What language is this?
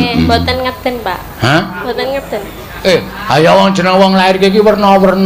Javanese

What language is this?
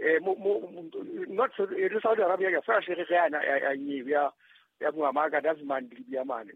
Southern Sotho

